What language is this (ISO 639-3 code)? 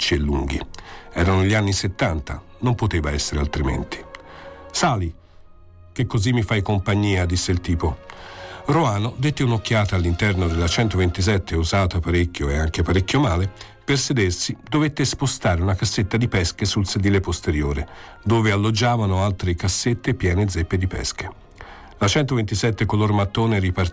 ita